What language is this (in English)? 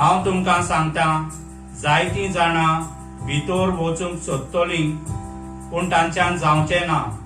Konkani